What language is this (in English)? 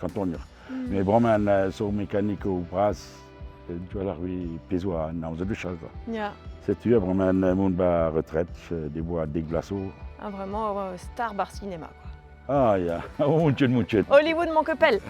Breton